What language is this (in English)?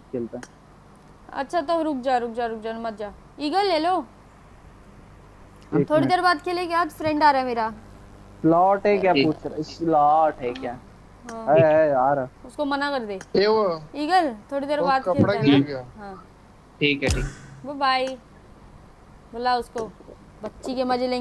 Hindi